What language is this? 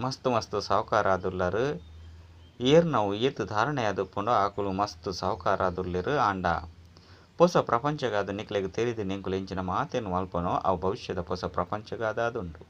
Tulu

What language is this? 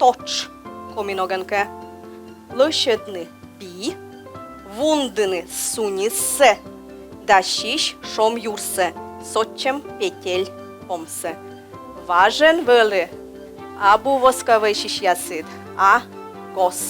Komi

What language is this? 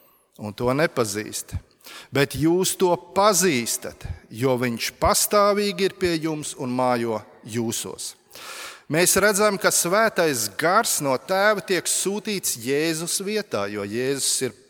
Latvian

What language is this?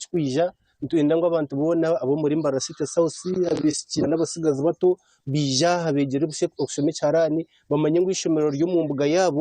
Nyankole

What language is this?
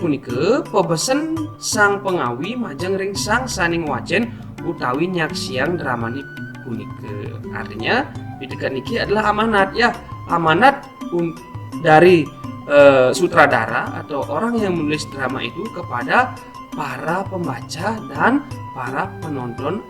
Balinese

